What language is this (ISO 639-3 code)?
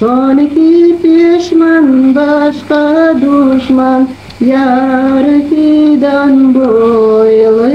crh